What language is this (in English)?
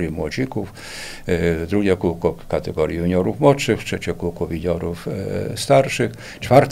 Polish